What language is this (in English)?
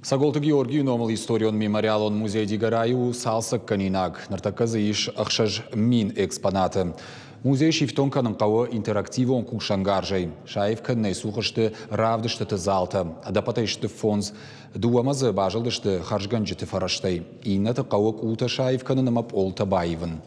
Ossetic